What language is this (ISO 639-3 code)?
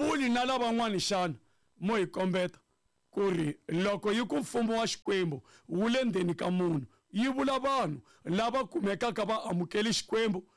tso